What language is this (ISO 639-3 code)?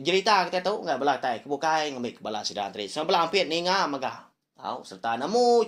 iba